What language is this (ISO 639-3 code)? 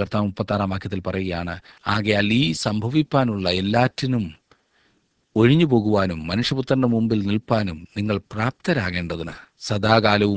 mal